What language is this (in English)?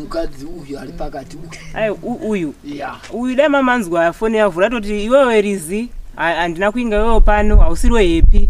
Shona